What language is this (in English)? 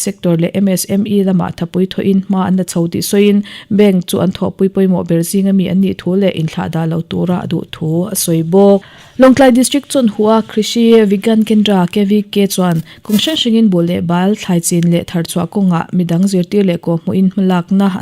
Mizo